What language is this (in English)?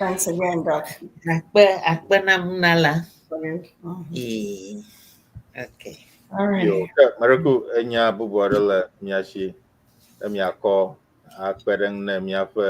Ewe